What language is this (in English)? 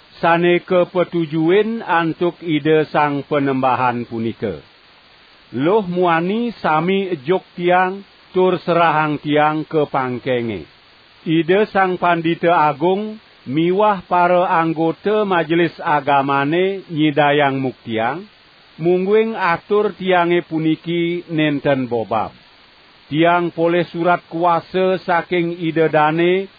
Balinese